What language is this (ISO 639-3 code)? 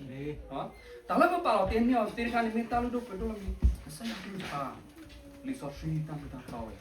ksw